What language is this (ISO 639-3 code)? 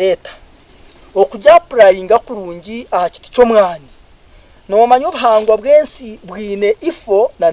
nyn